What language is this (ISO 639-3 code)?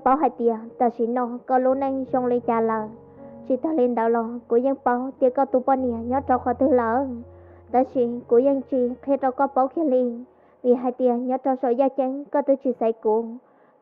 hmn